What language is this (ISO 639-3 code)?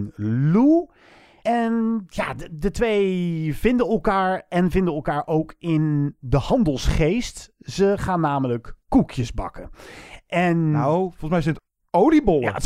nld